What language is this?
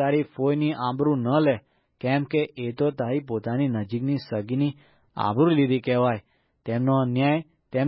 Gujarati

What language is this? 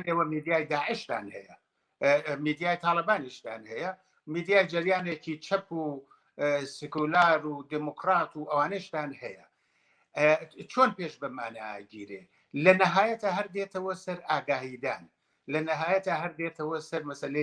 Central Kurdish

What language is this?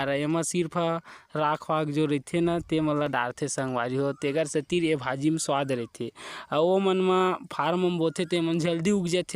Chhattisgarhi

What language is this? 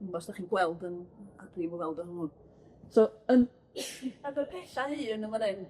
Welsh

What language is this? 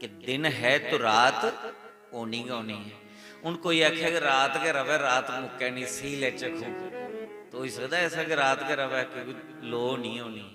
Dogri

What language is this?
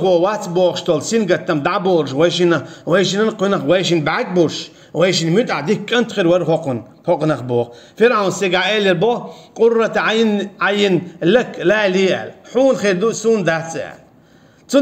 Chechen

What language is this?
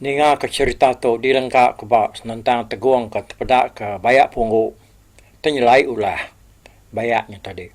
Iban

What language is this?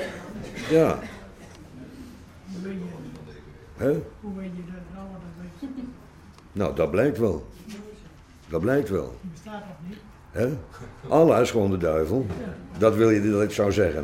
Dutch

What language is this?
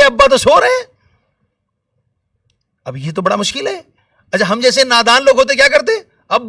Urdu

